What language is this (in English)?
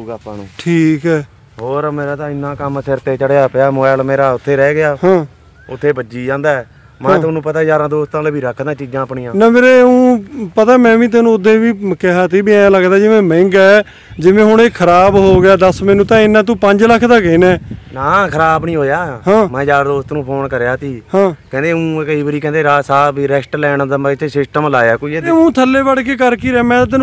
Punjabi